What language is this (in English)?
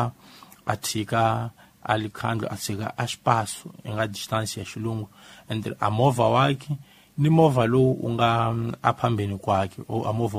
Tsonga